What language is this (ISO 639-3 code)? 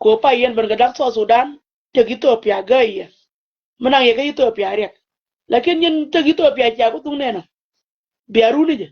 nus